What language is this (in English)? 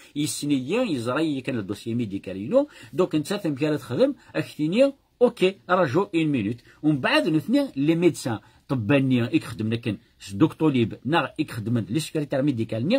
Kabyle